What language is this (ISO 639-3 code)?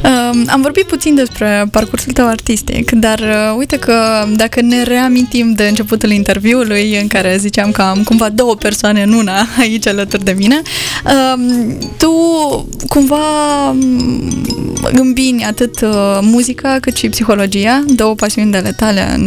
ron